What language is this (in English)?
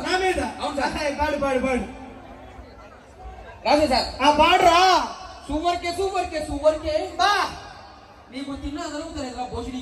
Telugu